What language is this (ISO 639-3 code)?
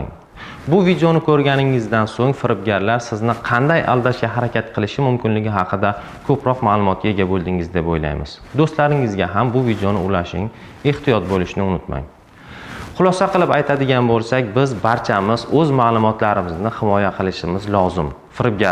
uzb